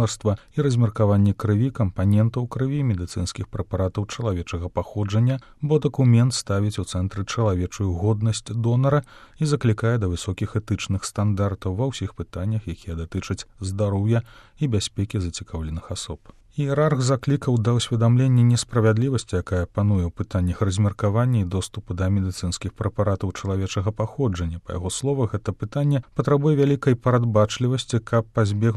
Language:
Belarusian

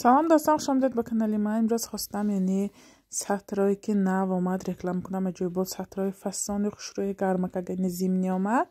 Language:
Tajik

